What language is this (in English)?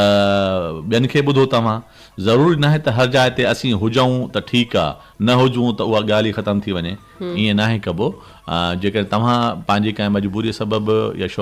Sindhi